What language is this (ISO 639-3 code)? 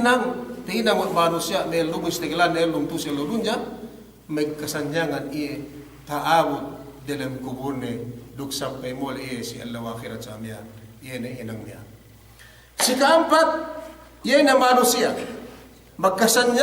yka